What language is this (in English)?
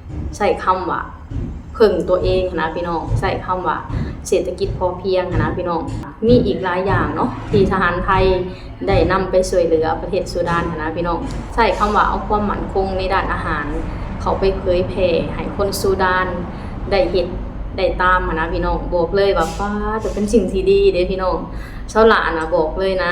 Lao